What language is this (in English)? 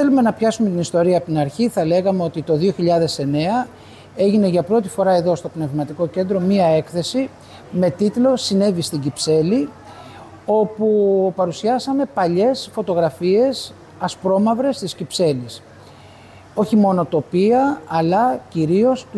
Greek